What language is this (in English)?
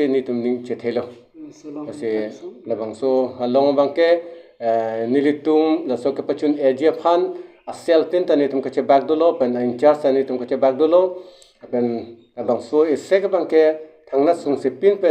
Karbi